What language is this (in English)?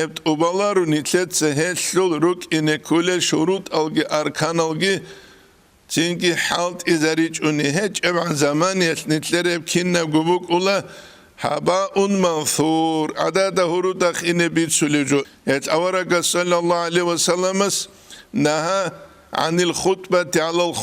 Avaric